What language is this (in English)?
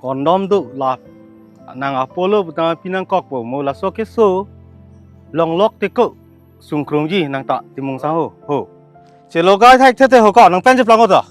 Karbi